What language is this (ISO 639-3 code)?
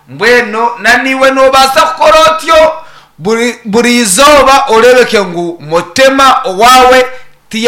nyn